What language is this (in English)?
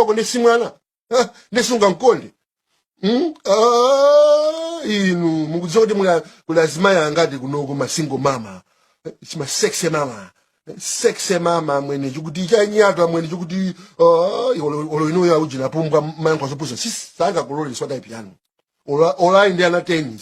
Nyanja